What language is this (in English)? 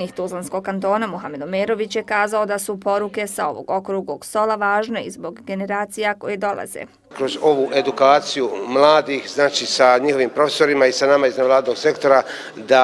Bosnian